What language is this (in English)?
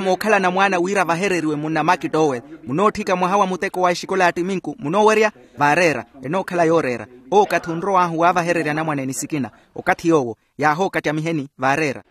Makhuwa